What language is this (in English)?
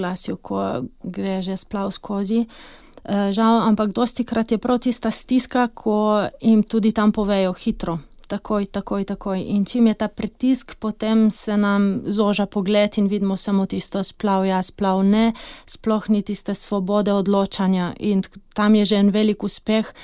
Slovenian